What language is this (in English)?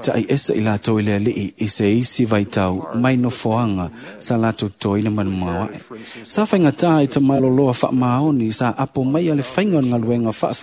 Samoan